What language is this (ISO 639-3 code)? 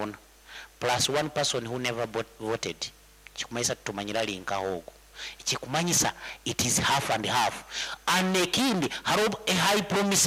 nyn